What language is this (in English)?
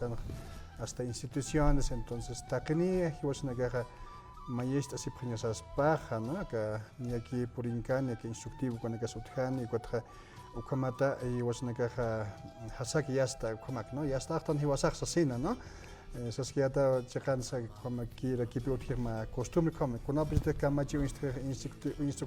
Aymara